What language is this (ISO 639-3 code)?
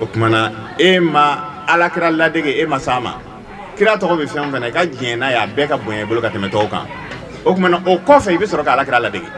bam